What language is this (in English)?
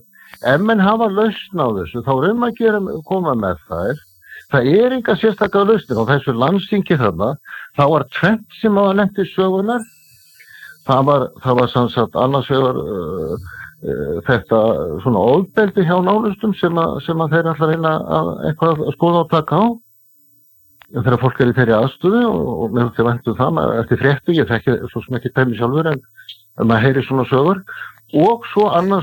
Icelandic